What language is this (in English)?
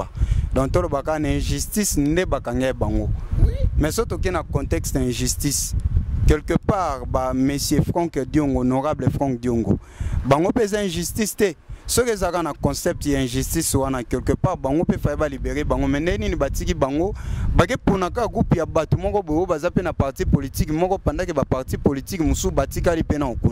Lingala